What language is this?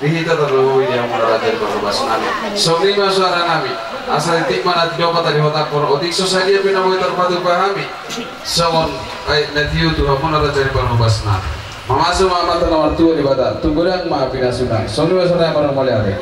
Batak Toba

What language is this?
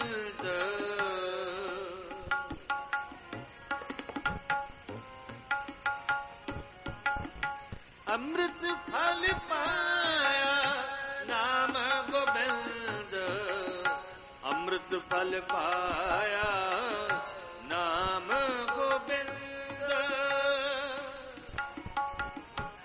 Punjabi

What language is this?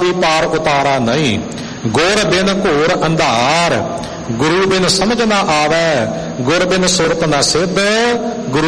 Punjabi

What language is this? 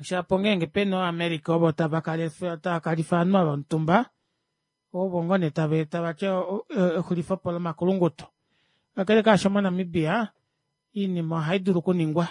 Kuanyama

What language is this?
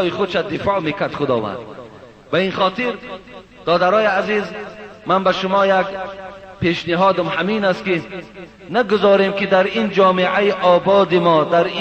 Persian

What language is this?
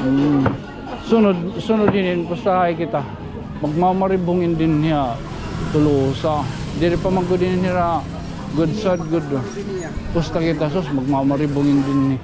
Waray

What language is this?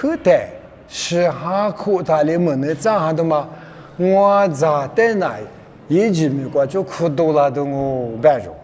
Lisu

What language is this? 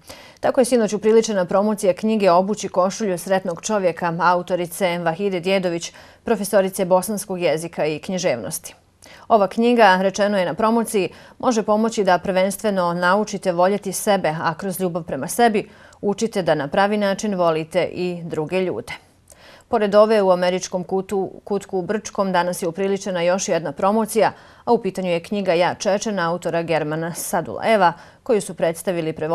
Bosnian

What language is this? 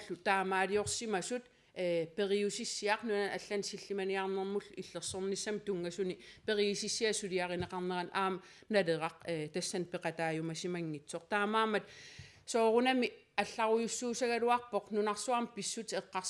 Kalaallisut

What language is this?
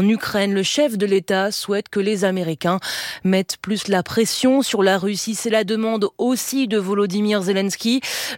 French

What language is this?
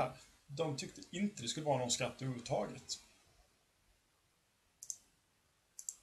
Swedish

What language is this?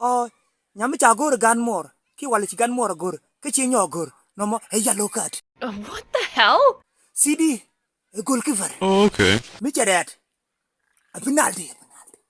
Nuer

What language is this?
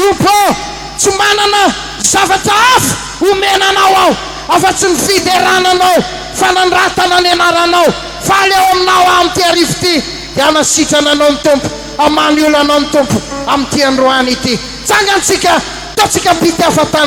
Malagasy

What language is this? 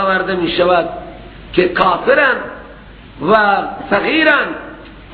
Persian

